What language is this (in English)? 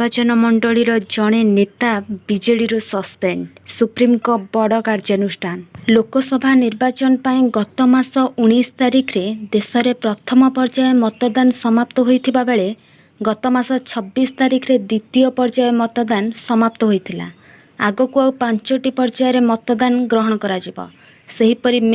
Odia